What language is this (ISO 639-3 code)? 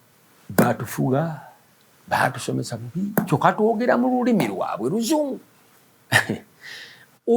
lug